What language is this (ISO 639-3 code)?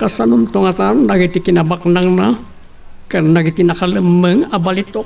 ilo